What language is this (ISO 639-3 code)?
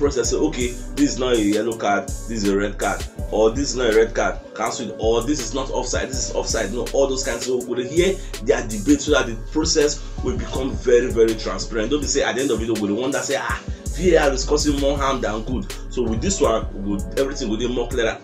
pcm